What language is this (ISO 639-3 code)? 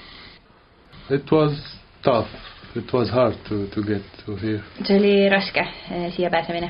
est